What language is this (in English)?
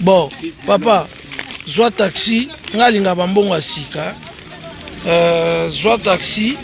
Lingala